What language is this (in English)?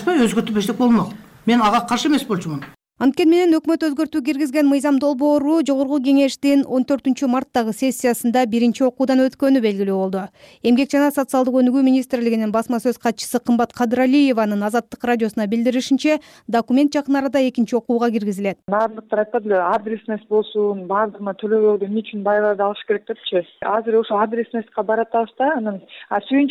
Kyrgyz